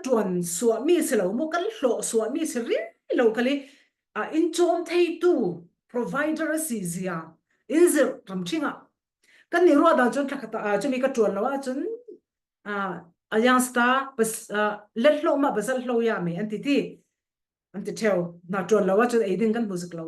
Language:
Falam Chin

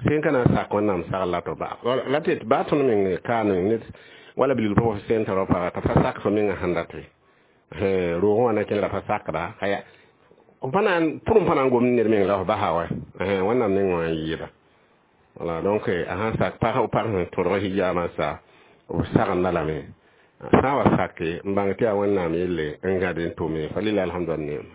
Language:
Mossi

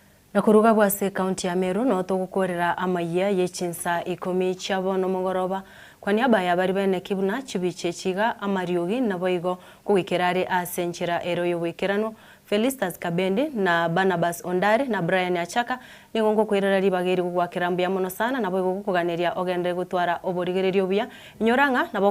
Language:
Gusii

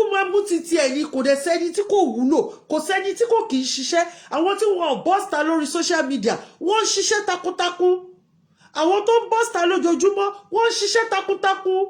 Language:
Yoruba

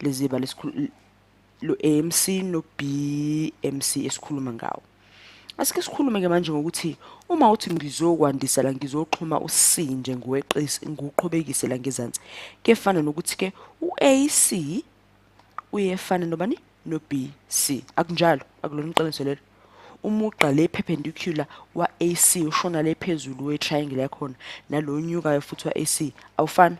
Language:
Zulu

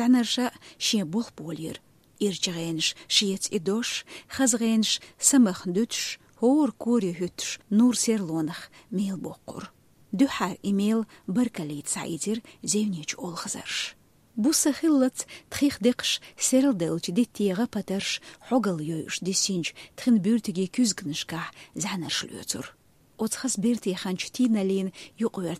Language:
Chechen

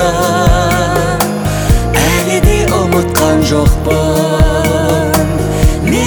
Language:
Kazakh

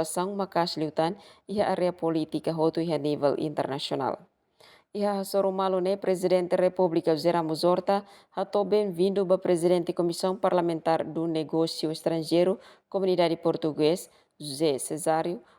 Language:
Tetum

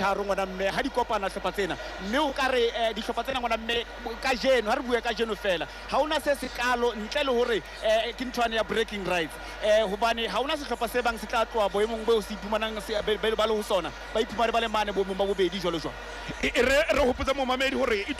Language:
Southern Sotho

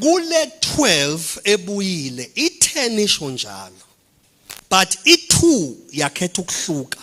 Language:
Zulu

